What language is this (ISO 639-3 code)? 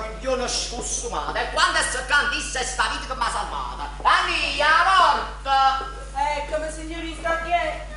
nap